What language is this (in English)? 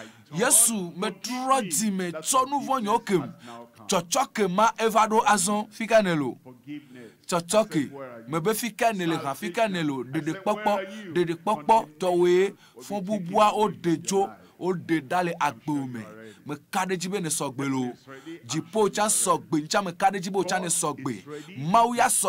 Ewe